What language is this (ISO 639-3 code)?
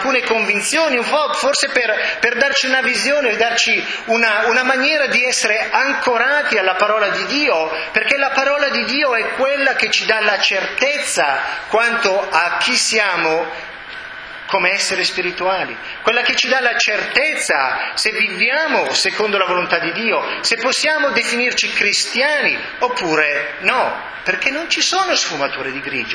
ita